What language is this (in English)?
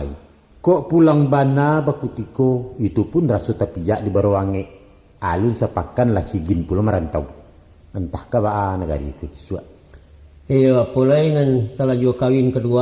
Minangkabau